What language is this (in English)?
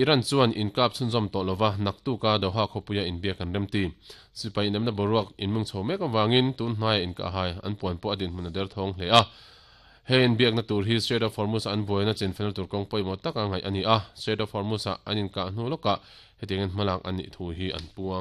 Mizo